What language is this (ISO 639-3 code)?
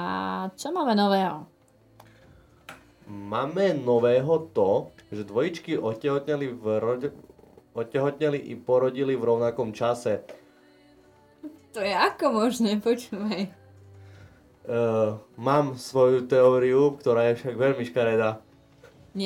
slk